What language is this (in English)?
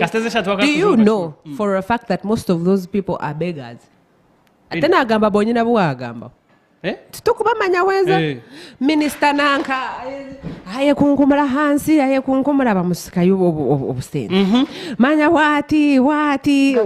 Nyankole